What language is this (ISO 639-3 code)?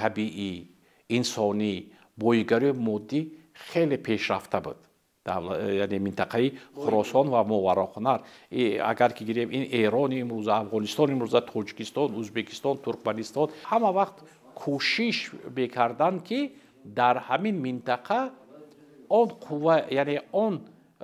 tgk